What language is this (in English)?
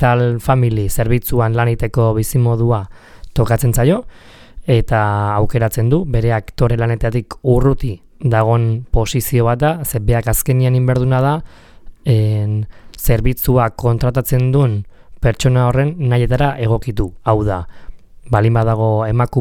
Basque